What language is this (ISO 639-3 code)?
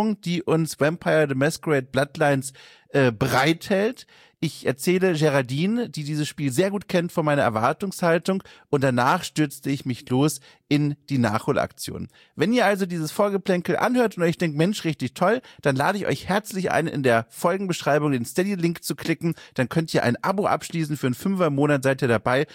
deu